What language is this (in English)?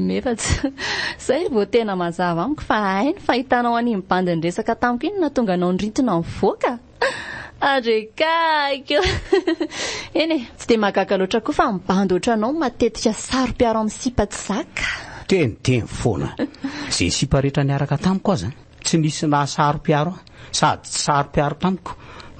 Malagasy